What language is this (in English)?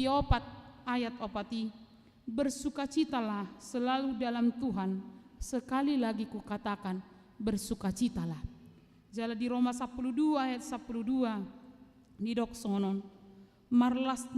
Batak Toba